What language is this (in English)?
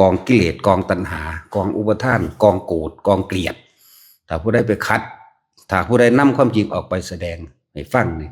Northeastern Thai